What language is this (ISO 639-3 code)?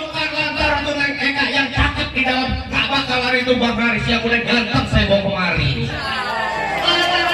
bew